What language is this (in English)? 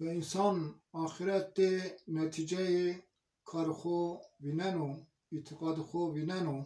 Zaza